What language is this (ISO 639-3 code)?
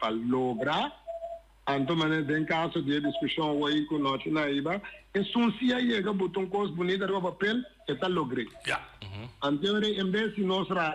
pap